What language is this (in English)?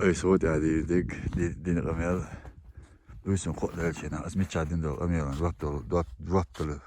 Chechen